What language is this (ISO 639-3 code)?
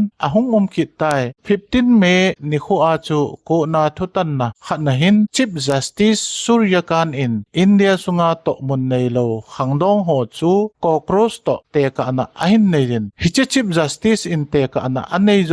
tcz